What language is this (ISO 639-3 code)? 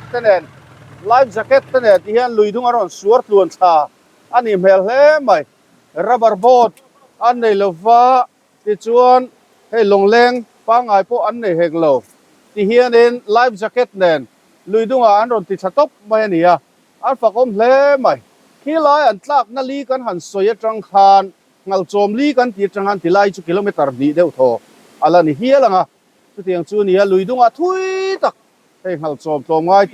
lus